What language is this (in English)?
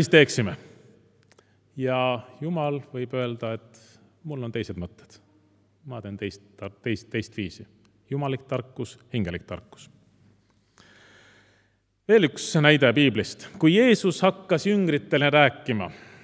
Estonian